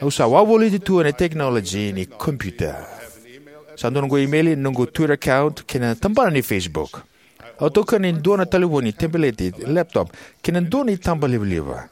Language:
Fijian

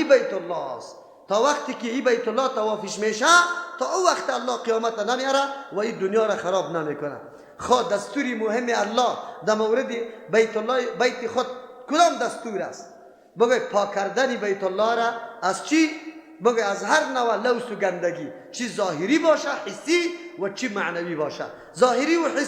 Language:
Persian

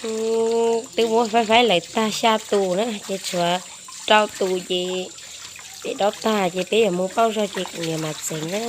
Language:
Hmong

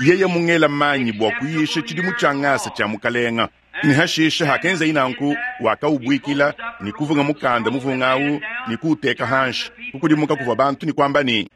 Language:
Luba-Lulua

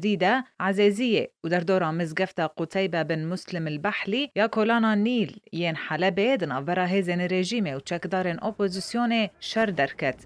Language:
Kurdish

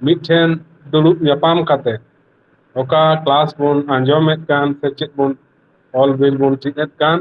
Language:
Santali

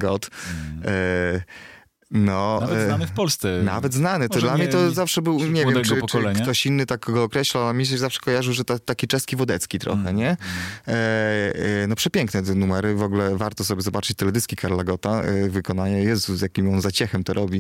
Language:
Polish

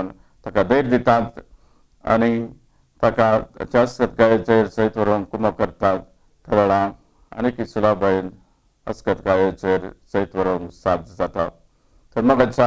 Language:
Konkani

